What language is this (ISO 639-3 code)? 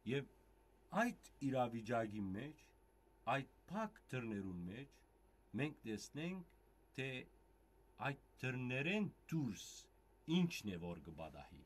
hyw